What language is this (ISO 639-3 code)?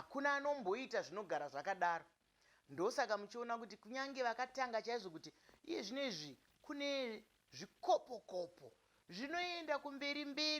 sna